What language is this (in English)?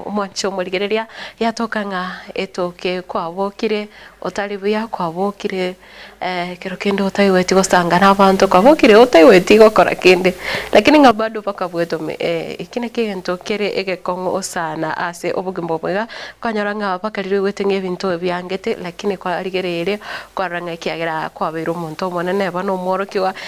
Gusii